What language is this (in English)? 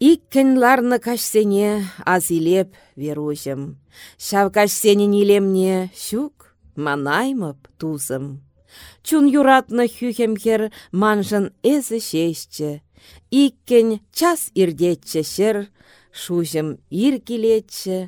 Chuvash